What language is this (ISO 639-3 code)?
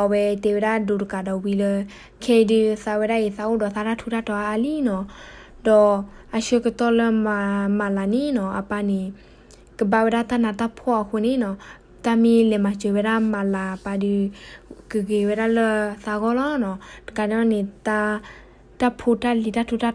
ksw